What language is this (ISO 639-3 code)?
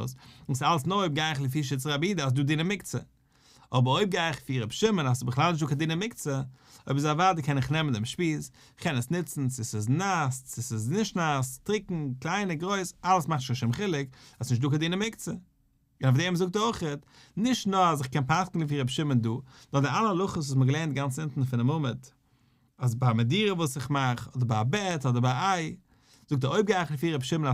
yid